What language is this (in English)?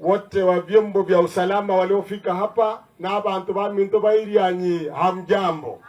Gusii